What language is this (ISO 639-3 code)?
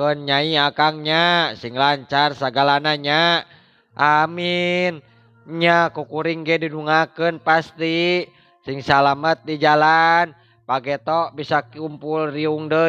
sun